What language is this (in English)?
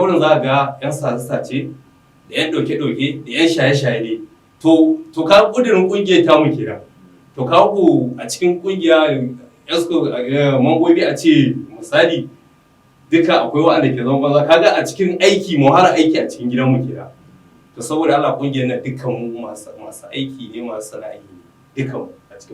Hausa